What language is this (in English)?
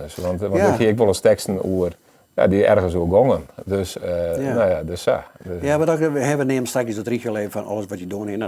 Western Frisian